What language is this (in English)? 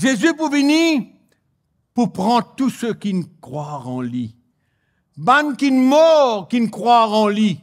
Morisyen